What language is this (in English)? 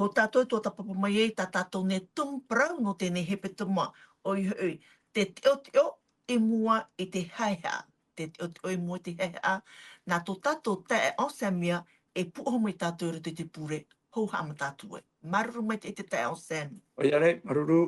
Tahitian